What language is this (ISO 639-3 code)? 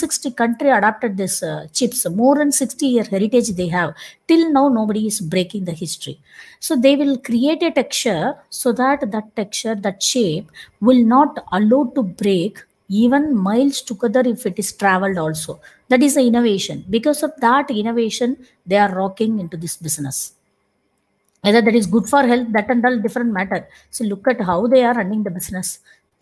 eng